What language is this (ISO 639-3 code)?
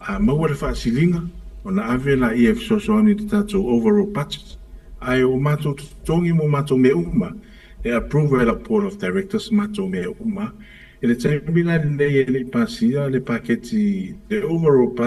smo